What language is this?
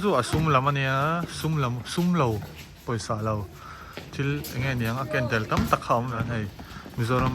Mizo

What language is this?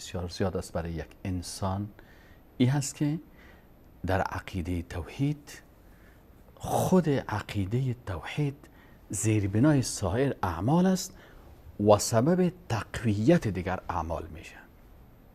Persian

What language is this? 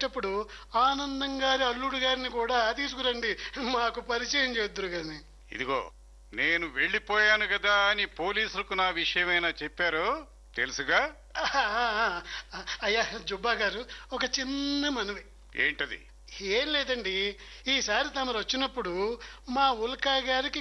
Telugu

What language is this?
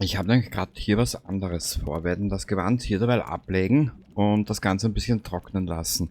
Bavarian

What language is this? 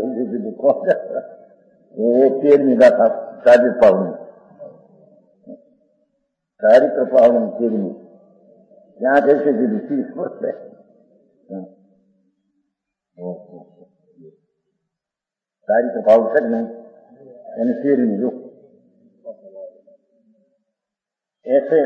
Gujarati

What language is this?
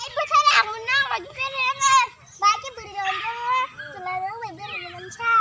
Kok Borok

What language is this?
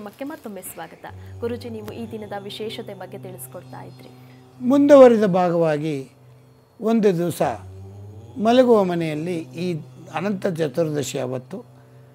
Kannada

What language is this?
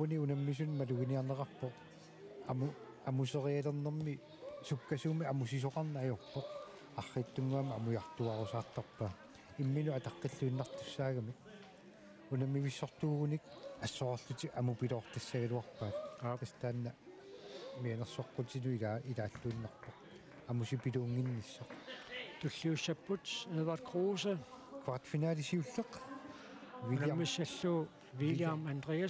Kalaallisut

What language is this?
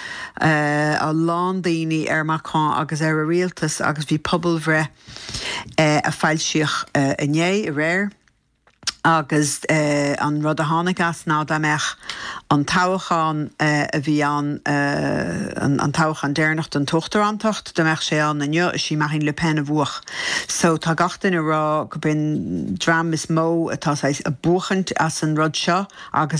Irish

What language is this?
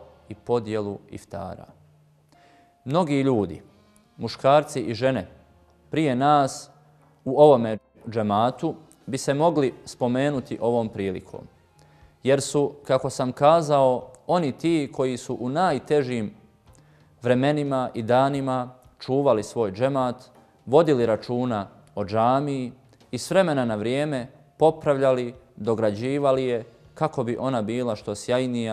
Bosnian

